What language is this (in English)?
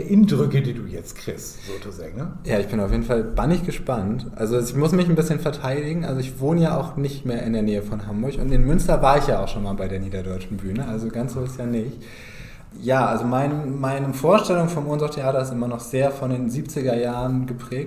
Low German